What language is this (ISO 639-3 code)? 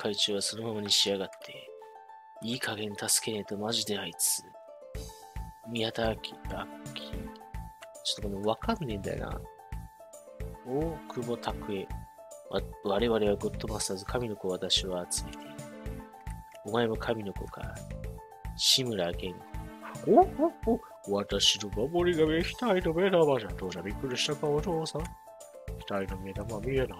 jpn